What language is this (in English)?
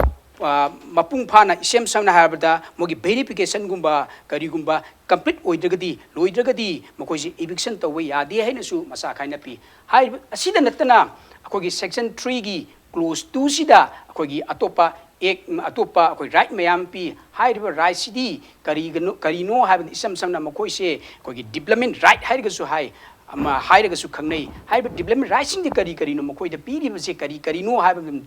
Manipuri